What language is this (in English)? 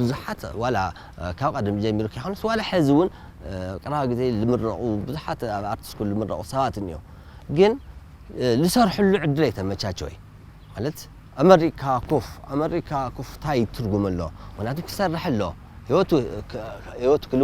Tigrinya